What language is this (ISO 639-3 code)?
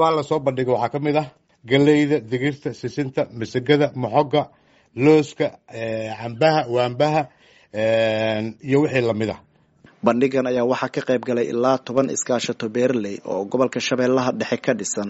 som